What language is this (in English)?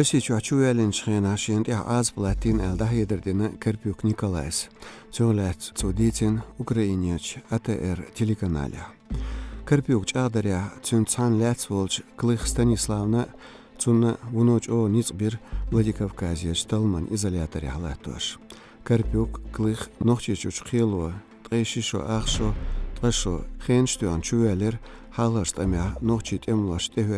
Chechen